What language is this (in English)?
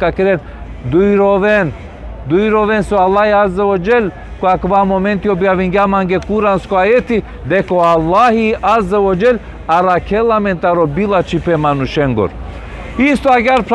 Balkan Romani